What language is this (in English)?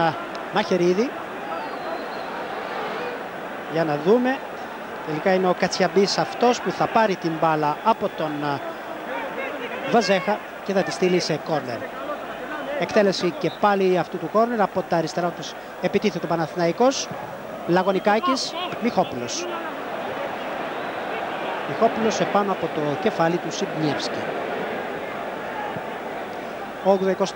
Greek